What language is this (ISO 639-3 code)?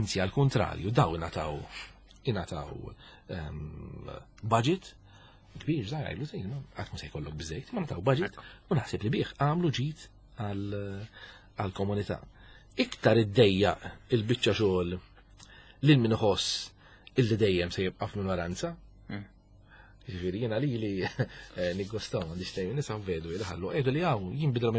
mlt